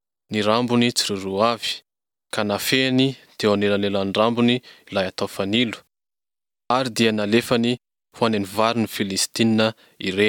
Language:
Malagasy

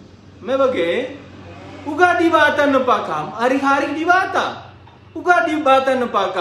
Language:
Batak Karo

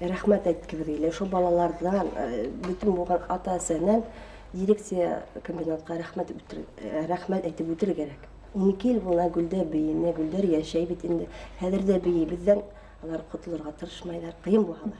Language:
Bashkir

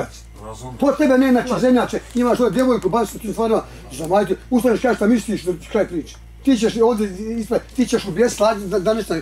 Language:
Bosnian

